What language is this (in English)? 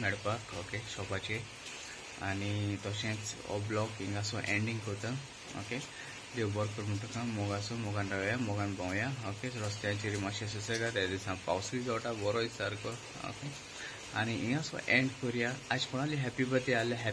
Konkani